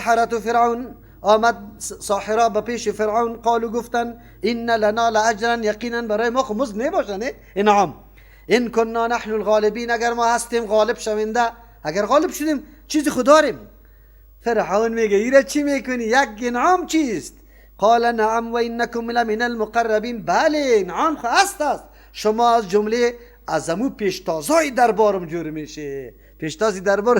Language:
Persian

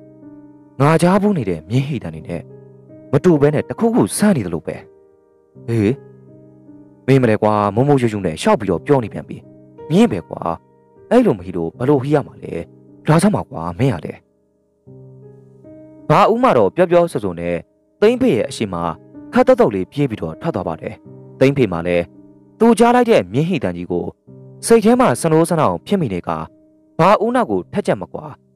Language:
Burmese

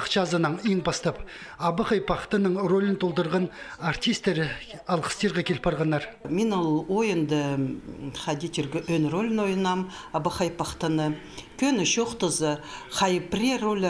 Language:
Khakas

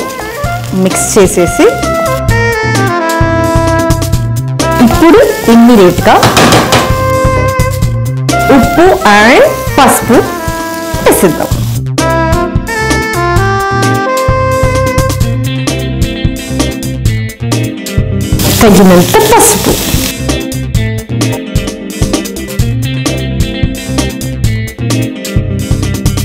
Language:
Telugu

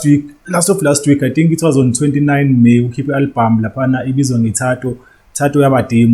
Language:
Zulu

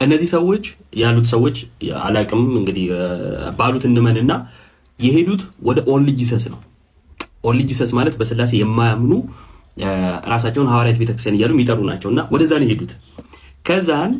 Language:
Amharic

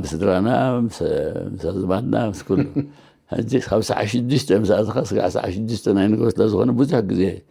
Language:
Tigrinya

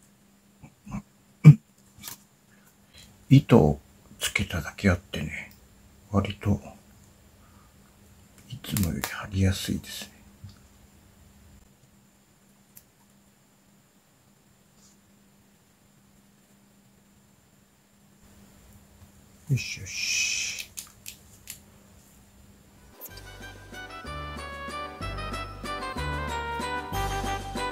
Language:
Japanese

